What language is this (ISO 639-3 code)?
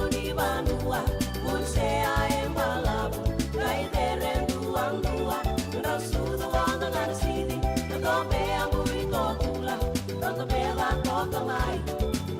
fij